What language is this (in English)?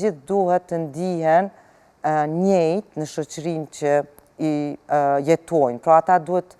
Albanian